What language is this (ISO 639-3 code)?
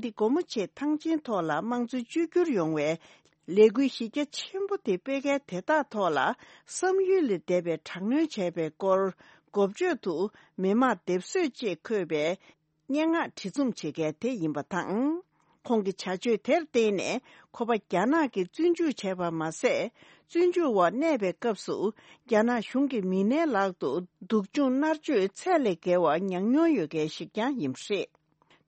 bod